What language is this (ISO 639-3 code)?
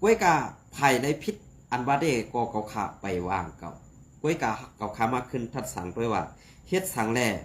shn